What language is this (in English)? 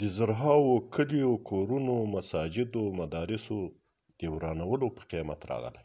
Pashto